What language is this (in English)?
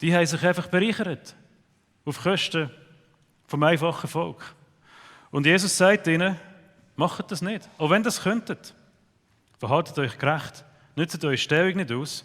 Swiss German